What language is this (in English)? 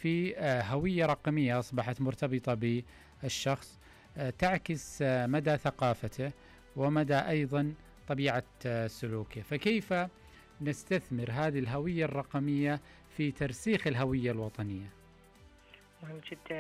Arabic